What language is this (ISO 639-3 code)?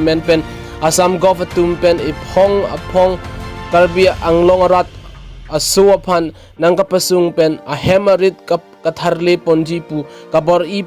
mjw